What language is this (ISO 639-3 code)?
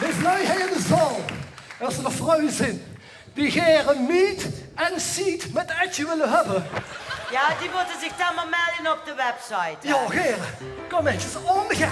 lim